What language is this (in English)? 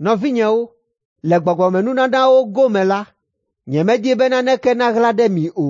Ewe